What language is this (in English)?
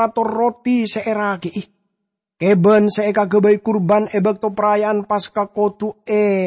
Madurese